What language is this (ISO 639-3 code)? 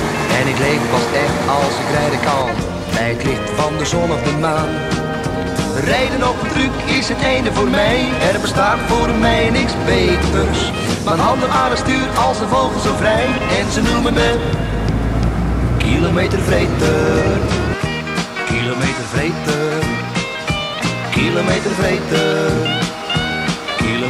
nld